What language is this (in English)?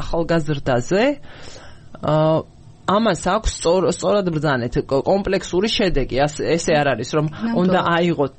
Georgian